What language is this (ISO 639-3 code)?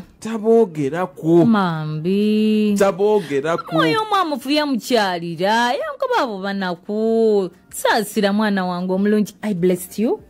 xog